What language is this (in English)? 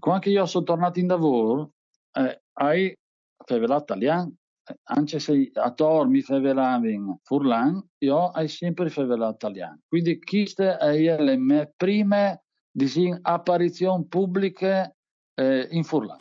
Friulian